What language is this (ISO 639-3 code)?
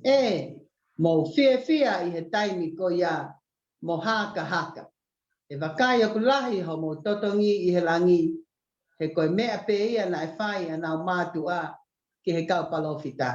ton